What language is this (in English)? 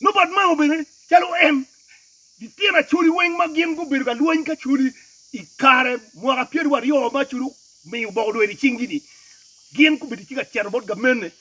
Acoli